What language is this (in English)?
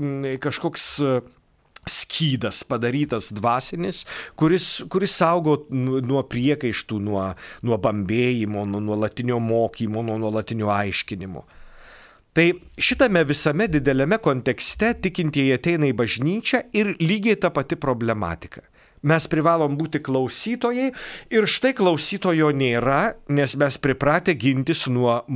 Lithuanian